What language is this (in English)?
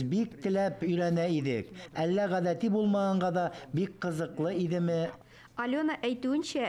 Tatar